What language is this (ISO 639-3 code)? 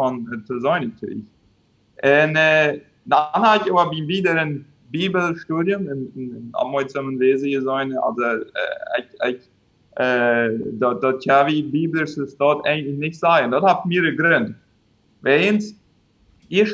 pdt